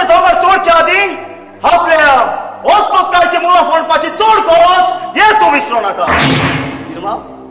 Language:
Konkani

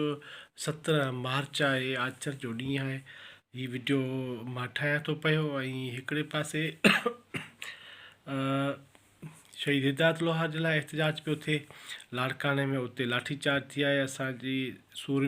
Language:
Sindhi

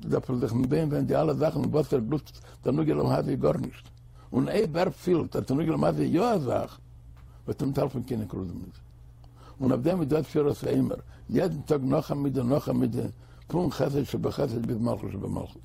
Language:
Yiddish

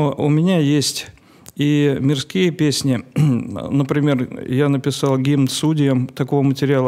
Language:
Russian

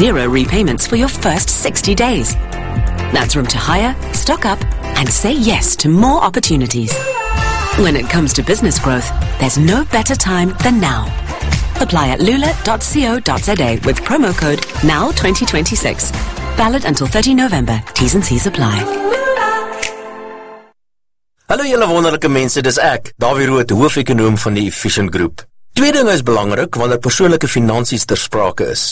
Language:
Afrikaans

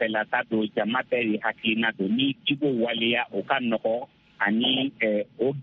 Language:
Bambara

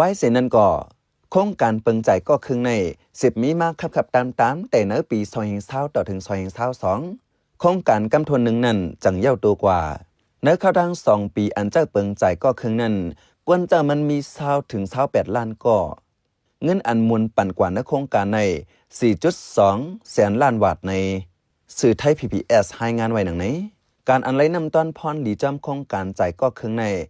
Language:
Shan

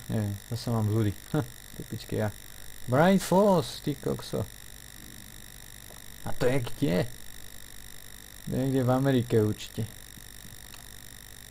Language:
Slovak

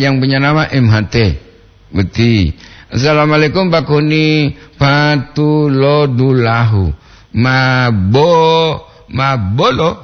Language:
Gorontalo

